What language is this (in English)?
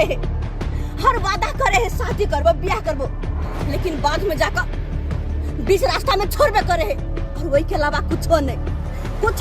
Maithili